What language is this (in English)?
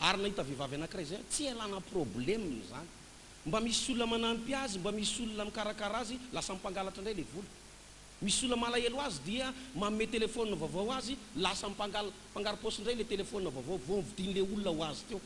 Malagasy